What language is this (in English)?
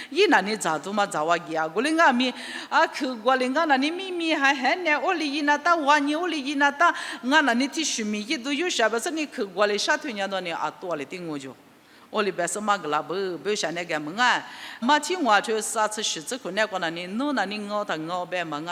Lisu